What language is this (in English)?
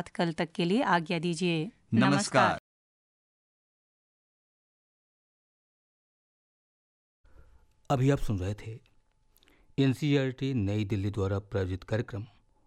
Hindi